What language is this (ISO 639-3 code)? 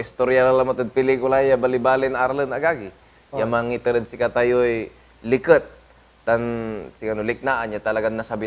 pag